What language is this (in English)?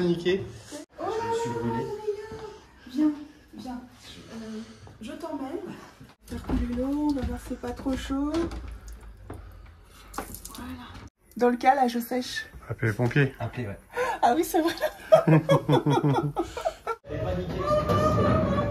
French